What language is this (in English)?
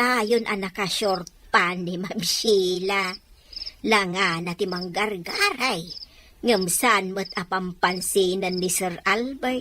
Iloko